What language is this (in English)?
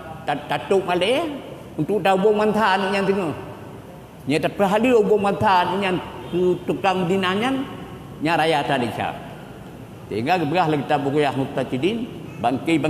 Achinese